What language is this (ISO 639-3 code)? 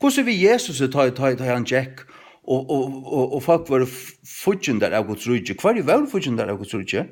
fao